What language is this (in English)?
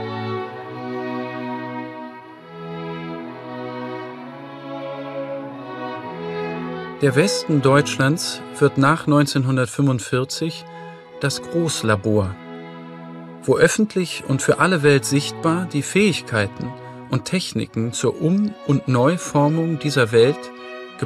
German